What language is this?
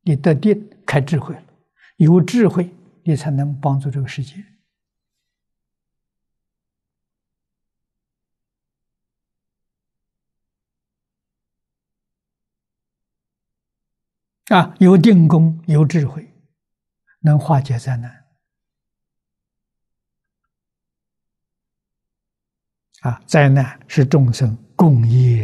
Chinese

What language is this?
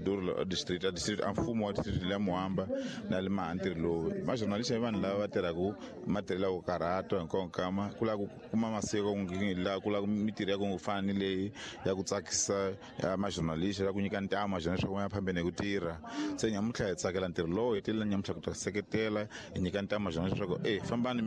Tsonga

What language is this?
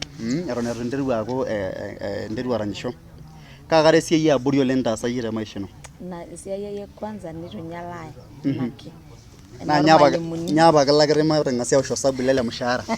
Masai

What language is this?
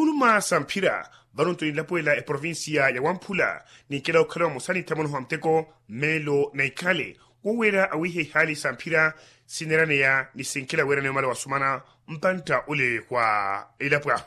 Makhuwa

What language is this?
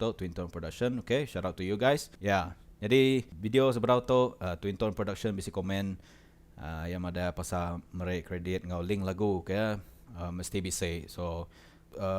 Iban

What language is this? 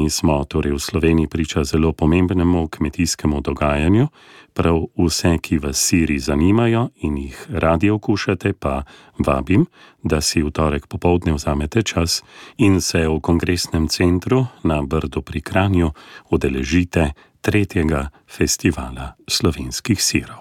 Slovenian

